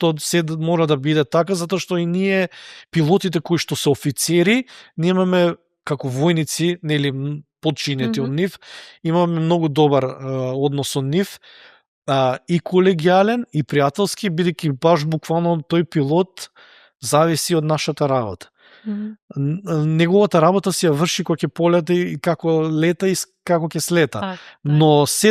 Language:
Macedonian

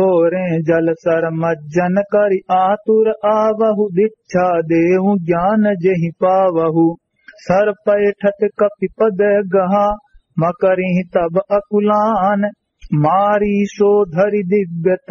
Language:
Awadhi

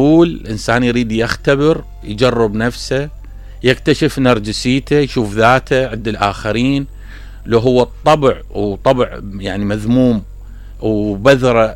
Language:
Mesopotamian Arabic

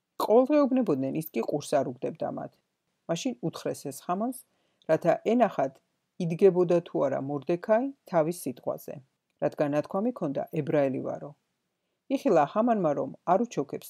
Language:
Georgian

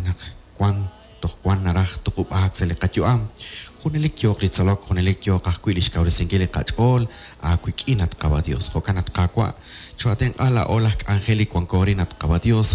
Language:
Kekchí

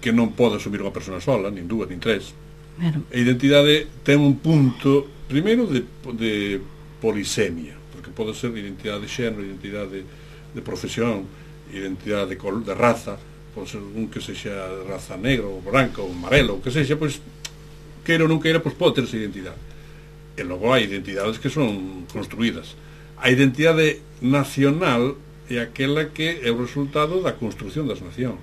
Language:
Galician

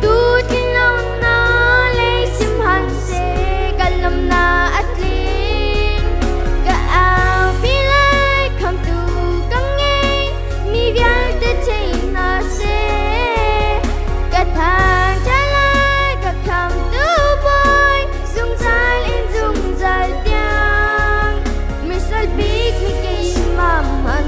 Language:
Hakha Chin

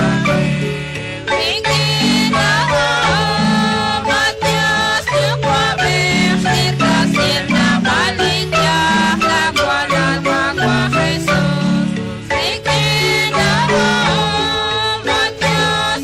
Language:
Kekchí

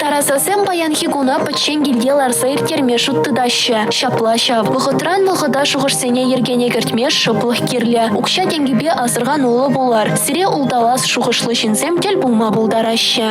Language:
Chuvash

